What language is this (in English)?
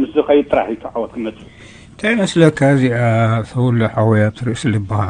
Tigrinya